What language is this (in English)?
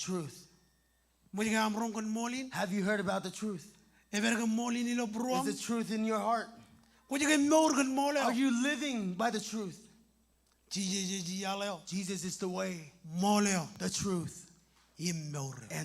Marshallese